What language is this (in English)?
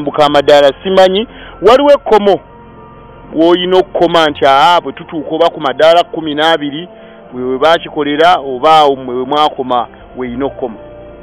Ganda